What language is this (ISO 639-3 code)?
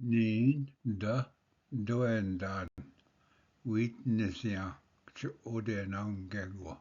oji